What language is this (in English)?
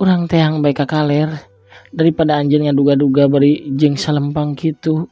Sundanese